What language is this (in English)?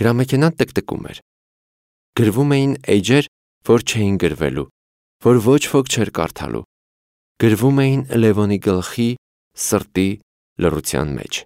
Armenian